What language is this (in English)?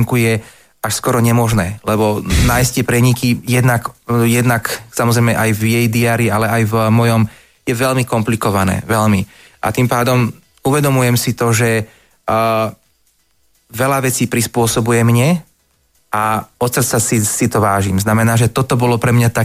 Slovak